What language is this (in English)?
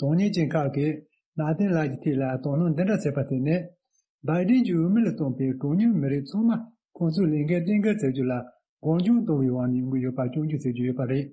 Tibetan